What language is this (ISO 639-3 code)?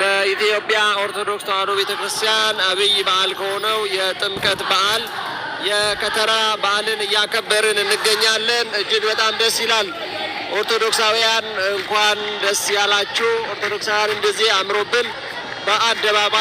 amh